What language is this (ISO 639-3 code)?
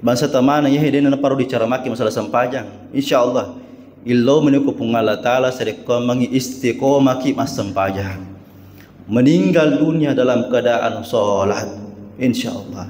bug